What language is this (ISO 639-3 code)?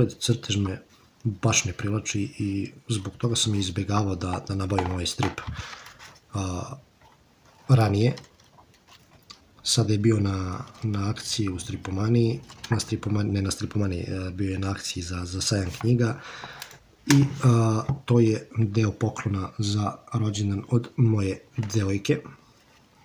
srp